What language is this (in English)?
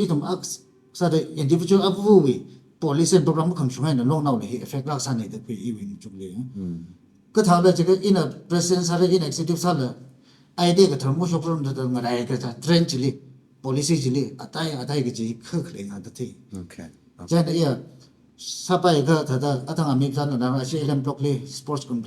Tangkhul Naga (India)